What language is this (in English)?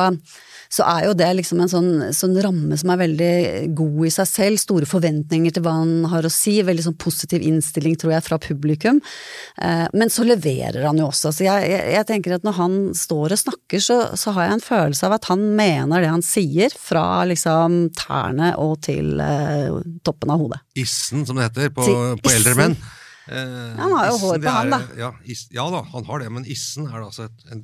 Norwegian